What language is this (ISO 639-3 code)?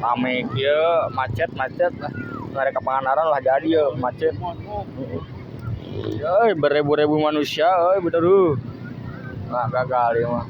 sun